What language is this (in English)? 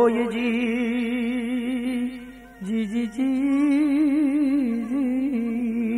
Gujarati